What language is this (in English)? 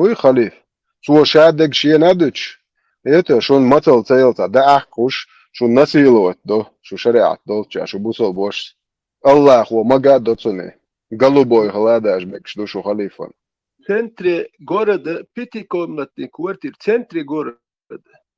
Chechen